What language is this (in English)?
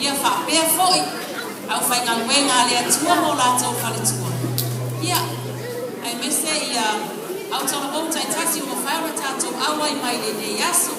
Samoan